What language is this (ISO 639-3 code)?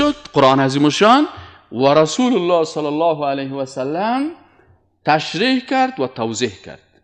fas